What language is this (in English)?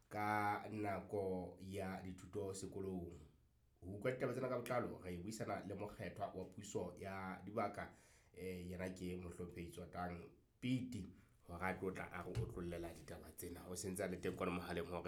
Southern Sotho